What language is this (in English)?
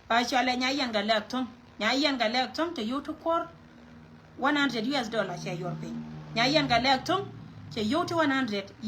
Nuer